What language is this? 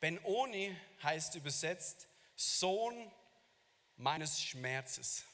Swiss German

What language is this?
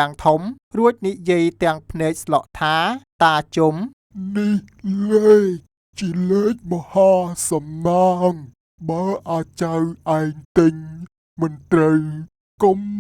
Khmer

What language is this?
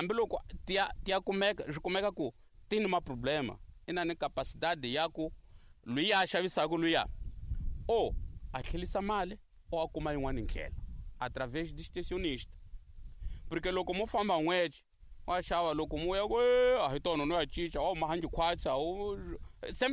Tsonga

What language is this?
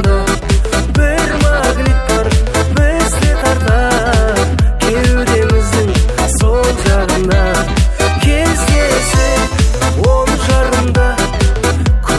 Kazakh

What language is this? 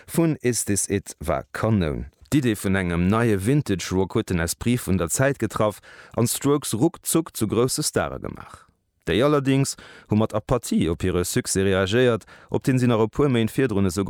Luxembourgish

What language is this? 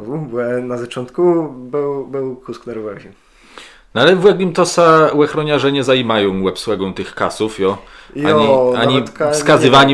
Kashubian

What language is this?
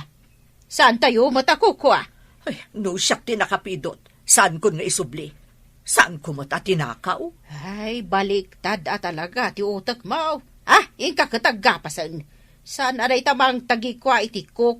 Iloko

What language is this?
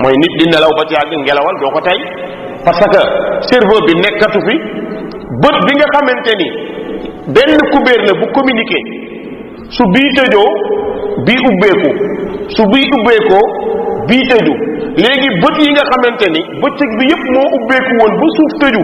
Wolof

